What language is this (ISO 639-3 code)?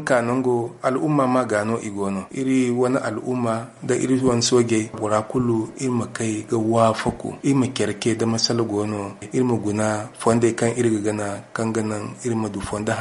dje